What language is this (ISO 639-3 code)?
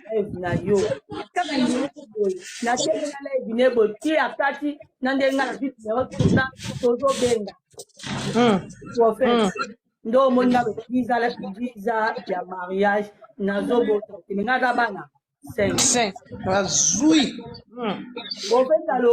lin